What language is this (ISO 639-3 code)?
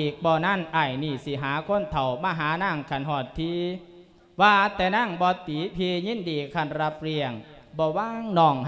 lao